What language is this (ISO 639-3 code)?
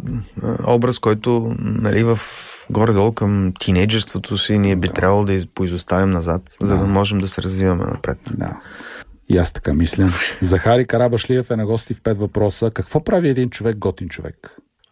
bul